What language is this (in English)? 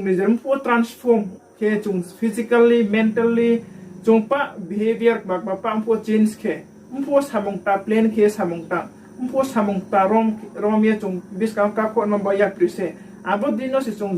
Riang (India)